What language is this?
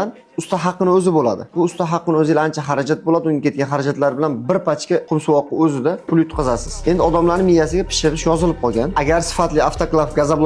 Uzbek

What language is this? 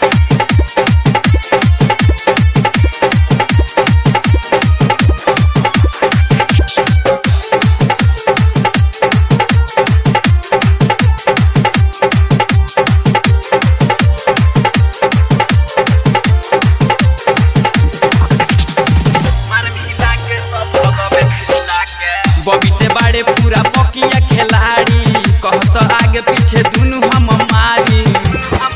Bhojpuri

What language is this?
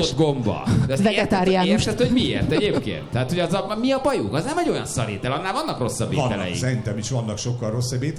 Hungarian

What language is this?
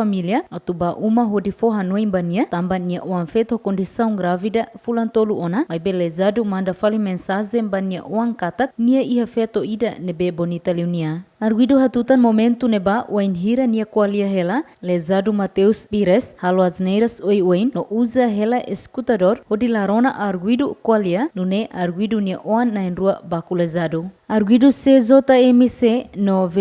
Tetum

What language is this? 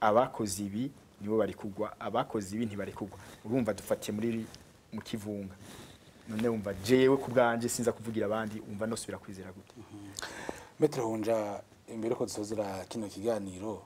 Rundi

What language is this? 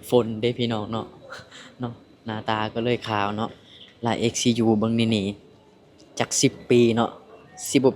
Lao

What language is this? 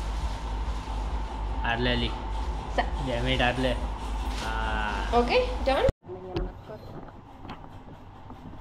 Gujarati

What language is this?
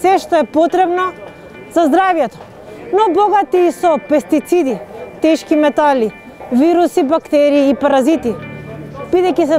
Macedonian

